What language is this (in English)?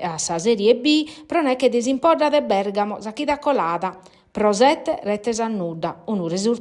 Sardinian